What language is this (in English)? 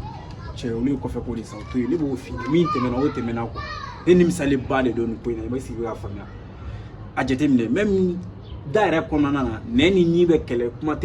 Bambara